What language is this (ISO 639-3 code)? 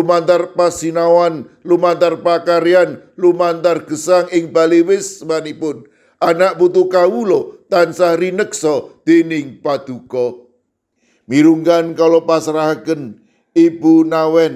jav